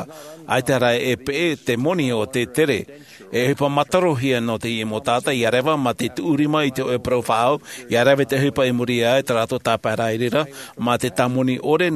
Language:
Tahitian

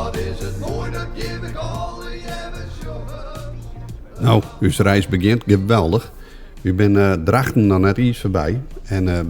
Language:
Western Frisian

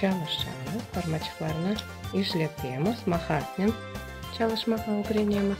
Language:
Crimean Tatar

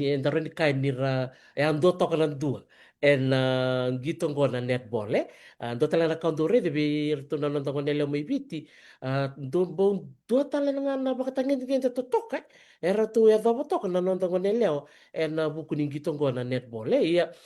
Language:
Fijian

